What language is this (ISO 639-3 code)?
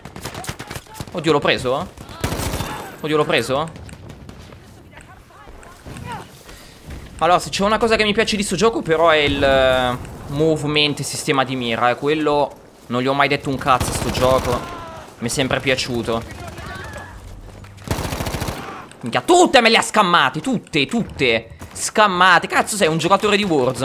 ita